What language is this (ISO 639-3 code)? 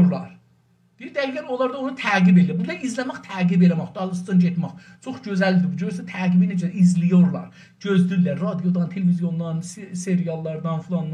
azb